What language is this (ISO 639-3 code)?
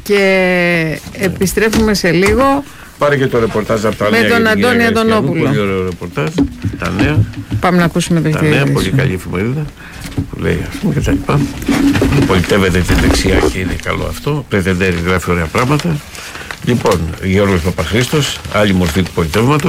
ell